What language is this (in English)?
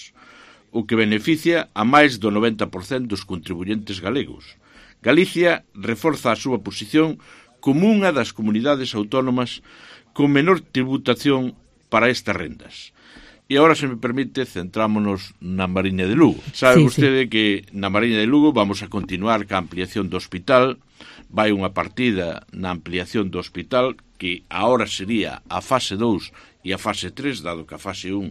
Galician